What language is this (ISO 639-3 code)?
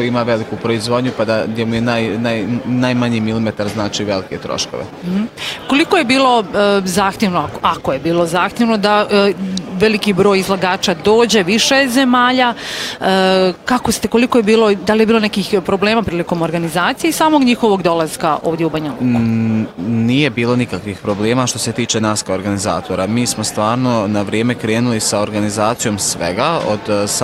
bos